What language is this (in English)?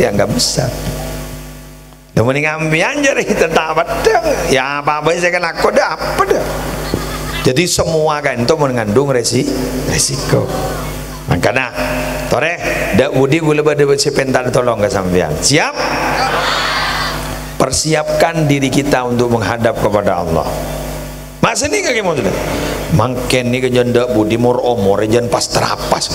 Madurese